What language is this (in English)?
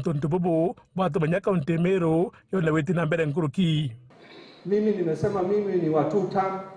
Meru